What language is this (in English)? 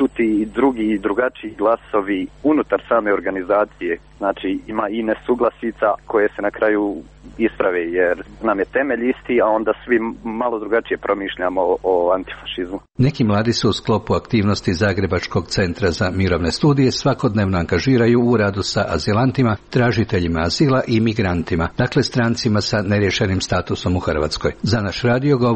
Croatian